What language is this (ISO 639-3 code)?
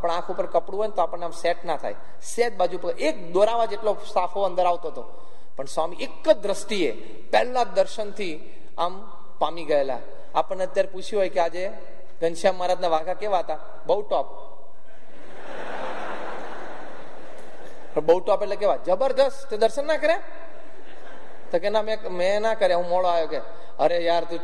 guj